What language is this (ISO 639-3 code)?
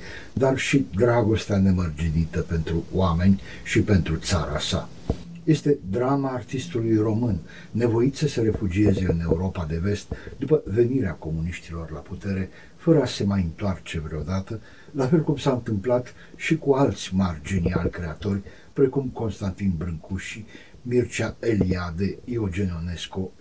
ron